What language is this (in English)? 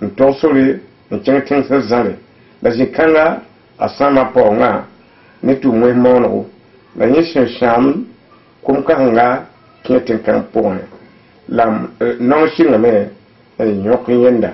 Mossi